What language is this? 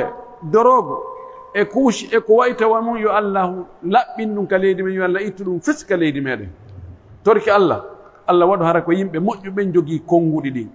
Pular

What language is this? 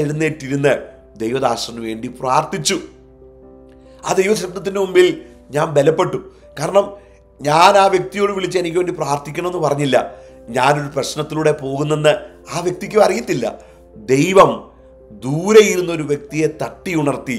Malayalam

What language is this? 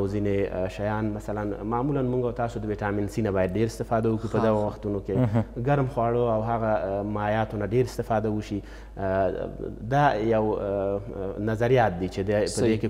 Pashto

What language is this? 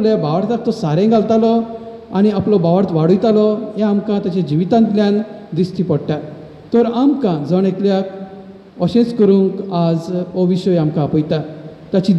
Konkani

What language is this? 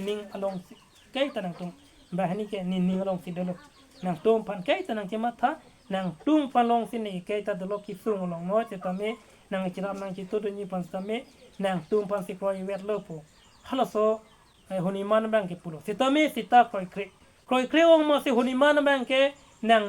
Karbi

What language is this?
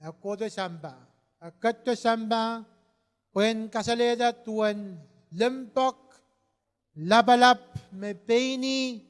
Pohnpeian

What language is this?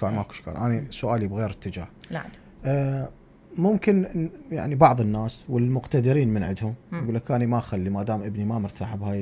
Mesopotamian Arabic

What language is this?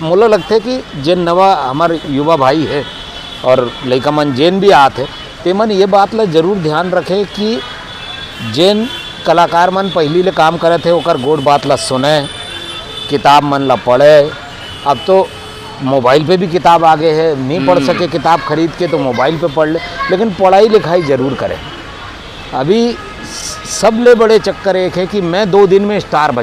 Chhattisgarhi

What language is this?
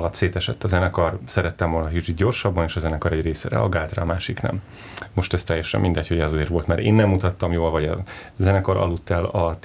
Hungarian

